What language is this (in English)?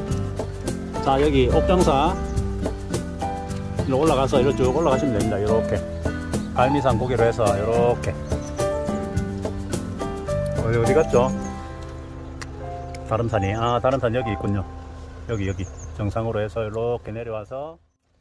Korean